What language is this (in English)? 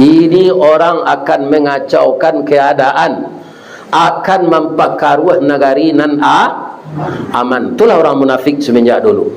Minangkabau